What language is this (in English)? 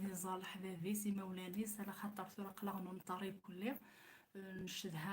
Kabyle